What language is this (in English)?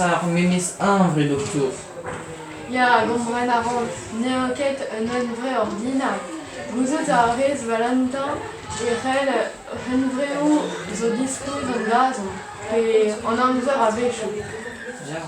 Breton